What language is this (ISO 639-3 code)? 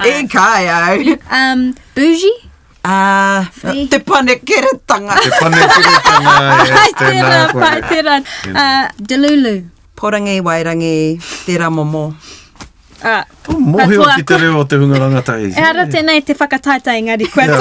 mri